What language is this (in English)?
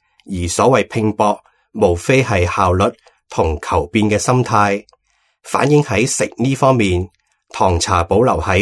Cantonese